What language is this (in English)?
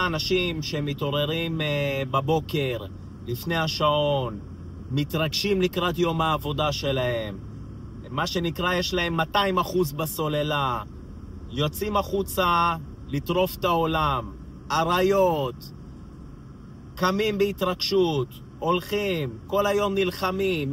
Hebrew